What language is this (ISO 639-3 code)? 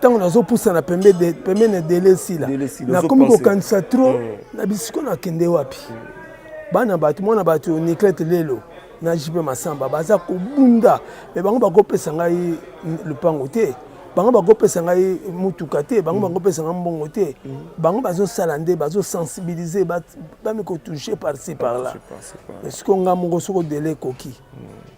lin